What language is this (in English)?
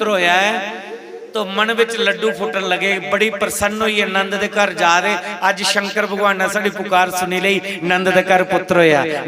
Dogri